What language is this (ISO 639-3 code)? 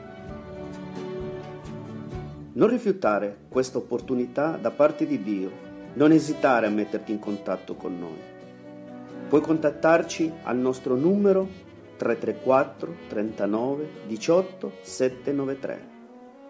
ita